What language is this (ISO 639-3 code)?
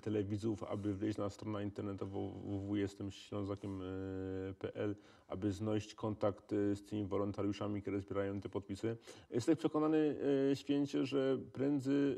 szl